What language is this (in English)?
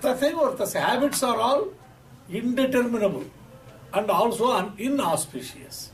Sanskrit